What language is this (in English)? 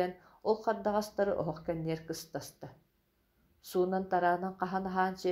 Yakut